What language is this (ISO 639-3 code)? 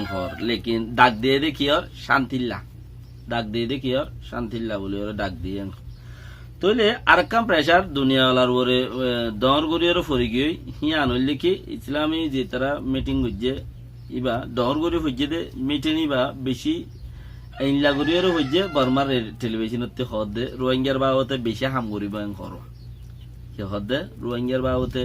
rhg